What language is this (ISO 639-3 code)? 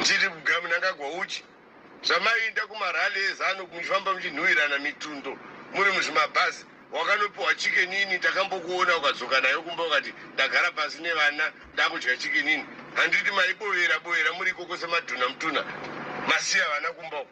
sna